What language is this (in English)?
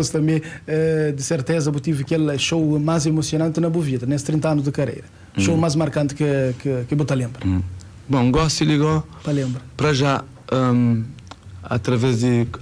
Kabuverdianu